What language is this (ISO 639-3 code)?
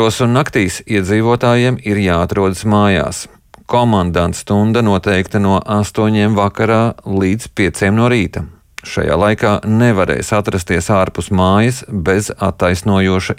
lav